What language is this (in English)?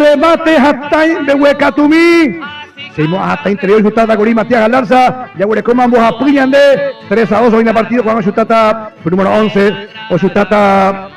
Guarani